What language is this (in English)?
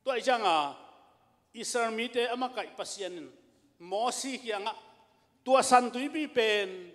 Tedim Chin